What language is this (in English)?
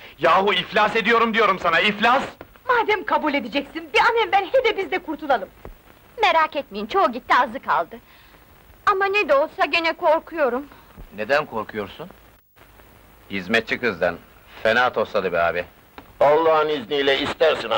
Turkish